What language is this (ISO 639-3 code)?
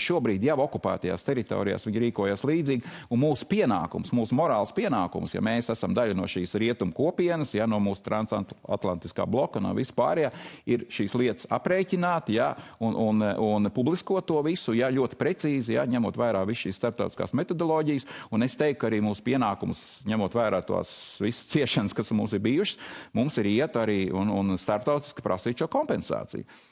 lav